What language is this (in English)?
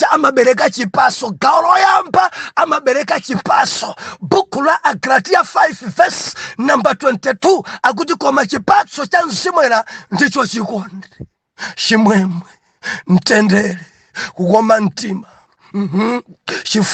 Nyanja